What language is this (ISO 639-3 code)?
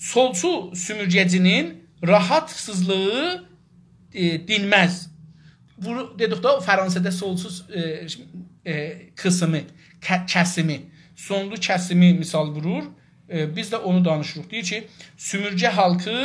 azb